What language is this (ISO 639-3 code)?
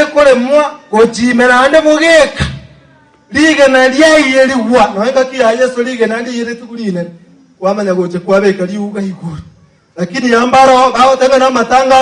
guz